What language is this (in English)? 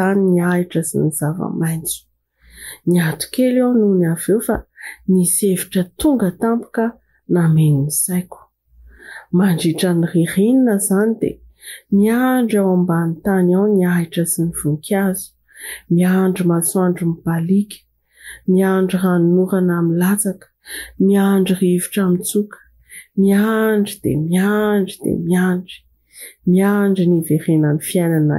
Malagasy